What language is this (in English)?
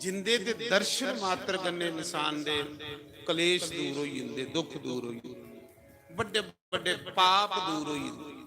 Dogri